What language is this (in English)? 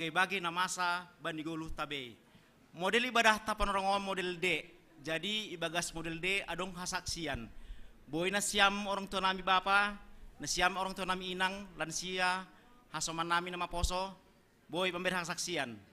Batak Simalungun